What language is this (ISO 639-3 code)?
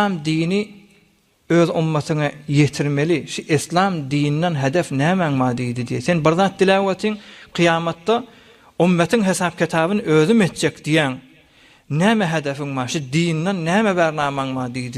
tuk